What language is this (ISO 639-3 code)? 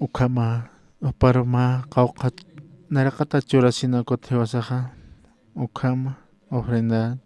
aym